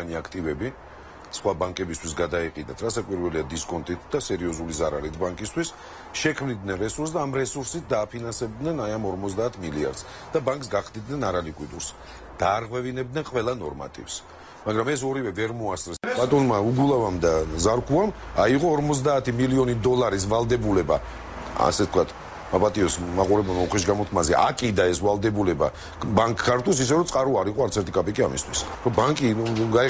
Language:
Georgian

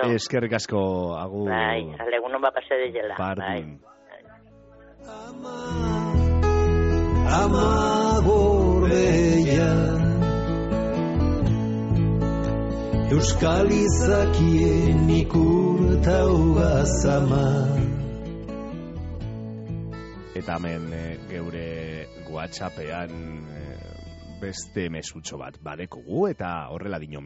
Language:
Basque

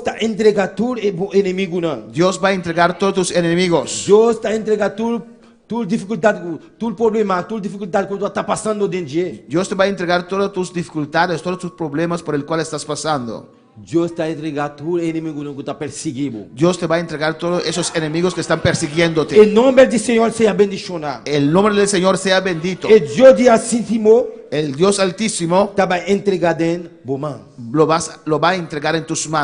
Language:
Papiamento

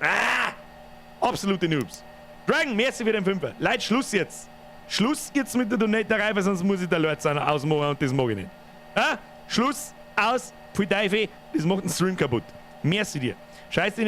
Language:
Bavarian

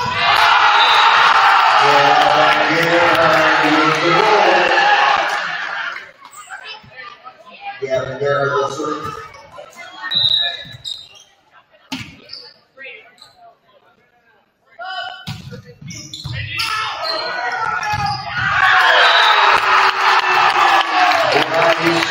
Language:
English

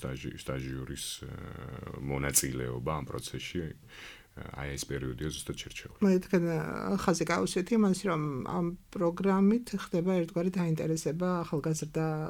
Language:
Georgian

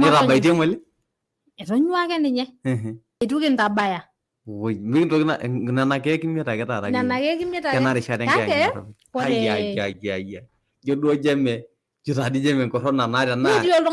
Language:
Masai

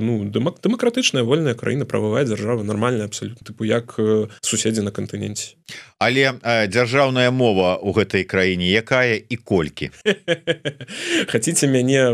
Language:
Belarusian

